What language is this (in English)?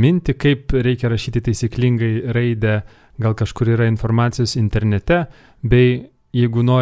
Lithuanian